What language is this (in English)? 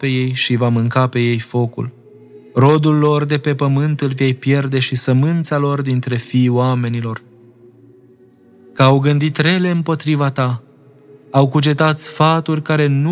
Romanian